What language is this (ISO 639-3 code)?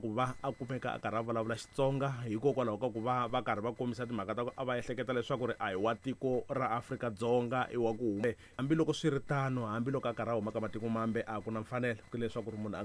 tso